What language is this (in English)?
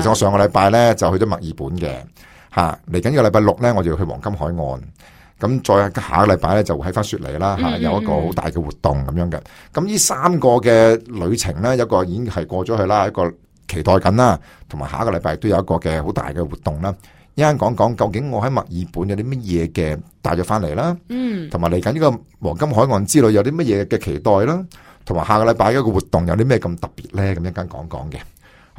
Cantonese